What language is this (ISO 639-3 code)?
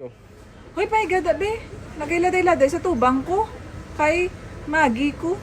hil